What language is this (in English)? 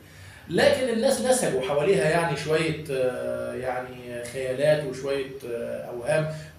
Egyptian Arabic